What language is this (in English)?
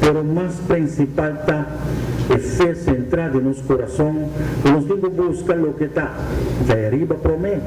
Papiamento